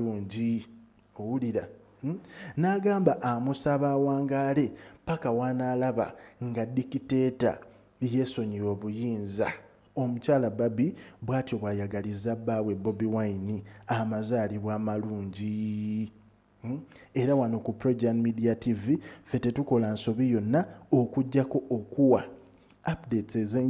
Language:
Ganda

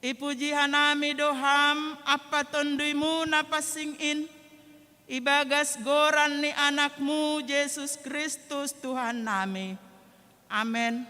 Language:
Batak Simalungun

